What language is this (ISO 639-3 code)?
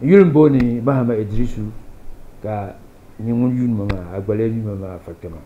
dag